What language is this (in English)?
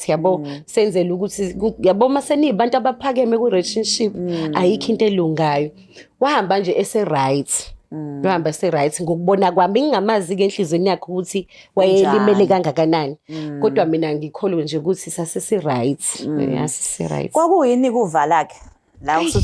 Zulu